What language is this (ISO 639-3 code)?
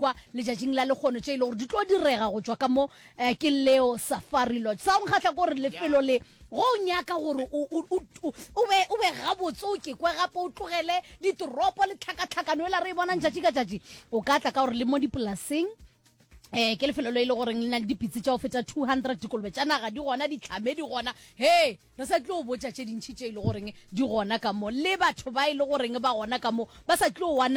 nso